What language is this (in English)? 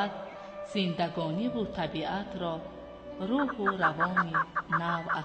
Tajik